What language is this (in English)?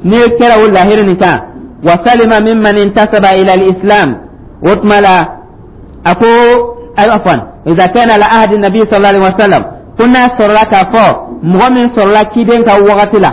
Dyula